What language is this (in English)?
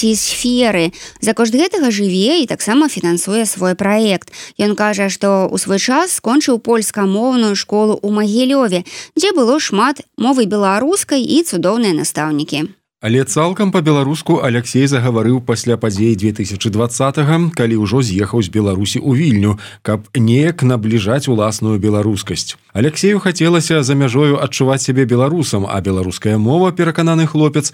Belarusian